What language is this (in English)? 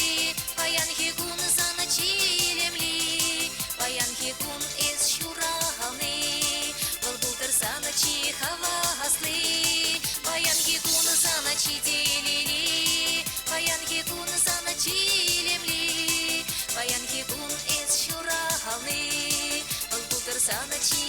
Chuvash